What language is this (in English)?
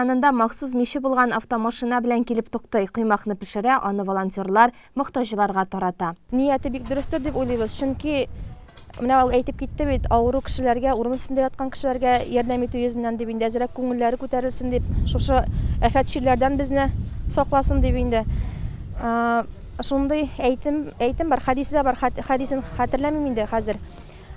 Tatar